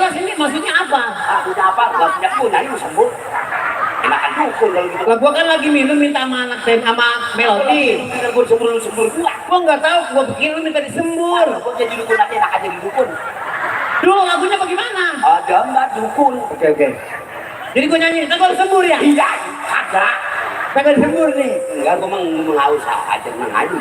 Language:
Betawi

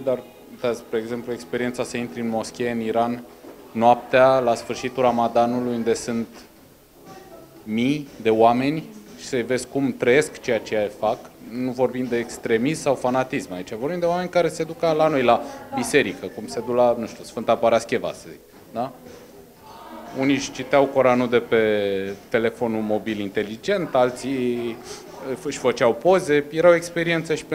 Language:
Romanian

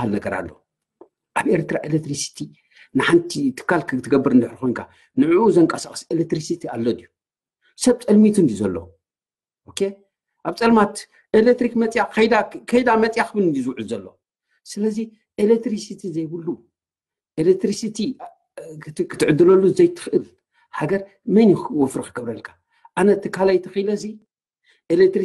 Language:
Tigrinya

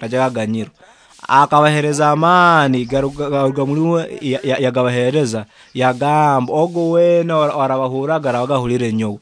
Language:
Nyoro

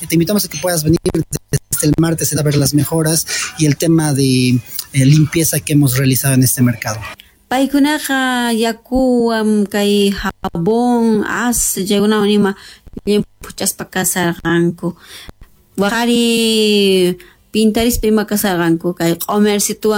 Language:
South Bolivian Quechua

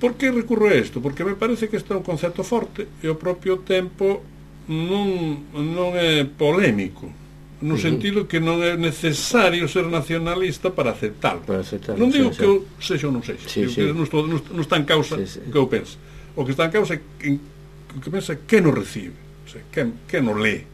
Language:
Galician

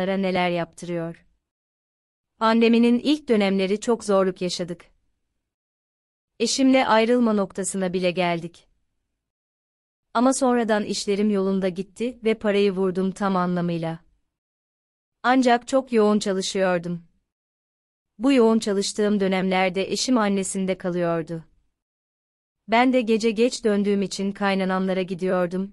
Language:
Turkish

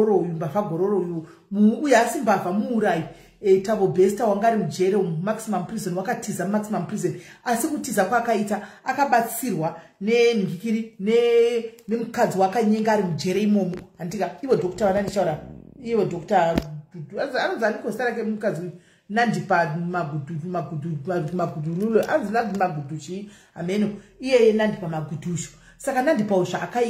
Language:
Shona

